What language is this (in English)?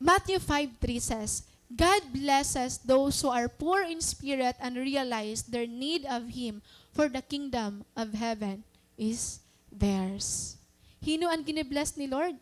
Waray